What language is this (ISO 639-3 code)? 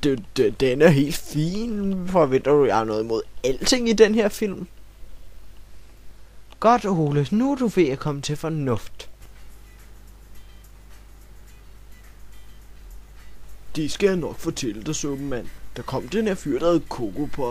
dan